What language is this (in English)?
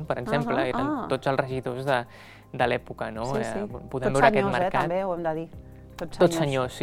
Catalan